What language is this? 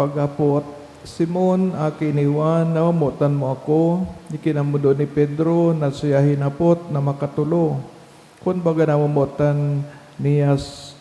Bikol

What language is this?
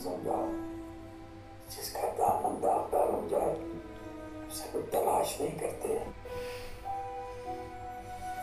Hindi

